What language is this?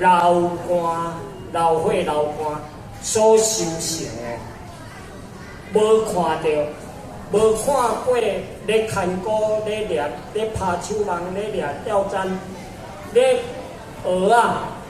Min Nan Chinese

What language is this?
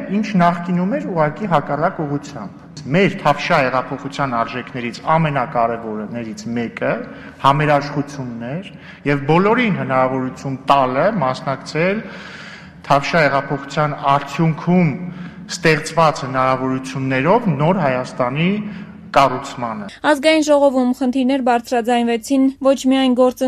Armenian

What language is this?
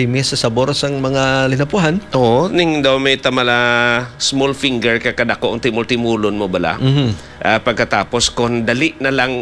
Hiligaynon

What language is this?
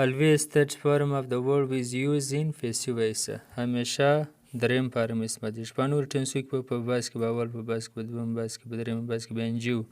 Pashto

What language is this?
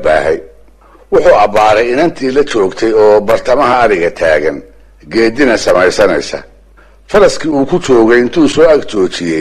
Somali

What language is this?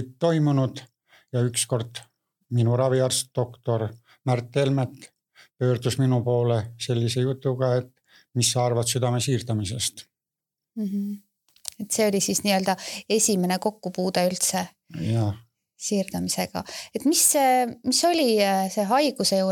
Estonian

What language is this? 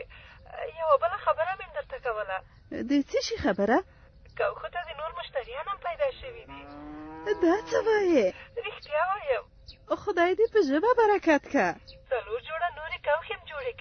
Pashto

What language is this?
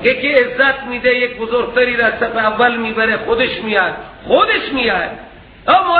Persian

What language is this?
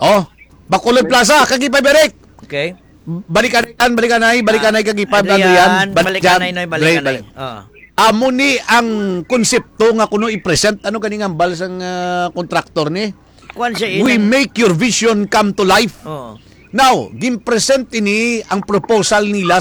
Hiligaynon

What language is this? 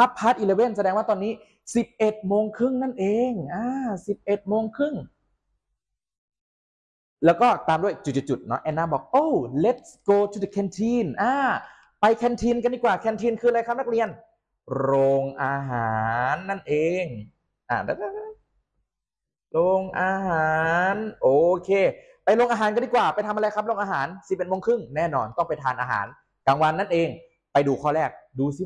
Thai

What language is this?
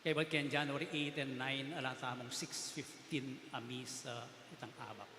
Pampanga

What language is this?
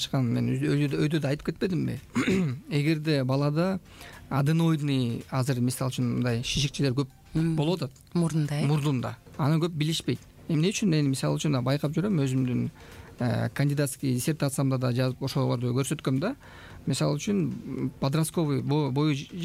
Kyrgyz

